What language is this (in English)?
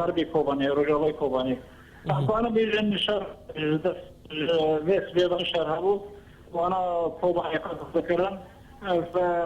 Kurdish